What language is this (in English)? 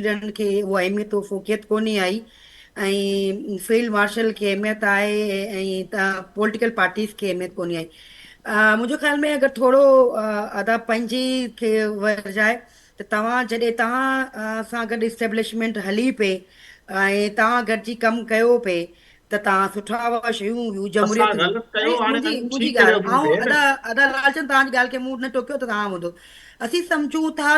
Sindhi